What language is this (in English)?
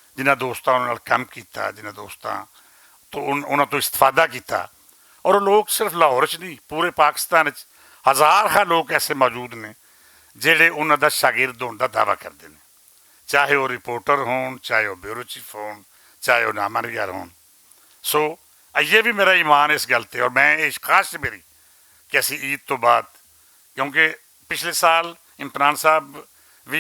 Western Panjabi